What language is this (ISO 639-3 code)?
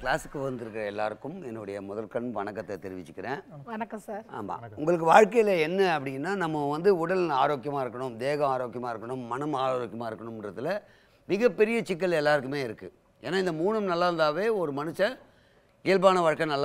tam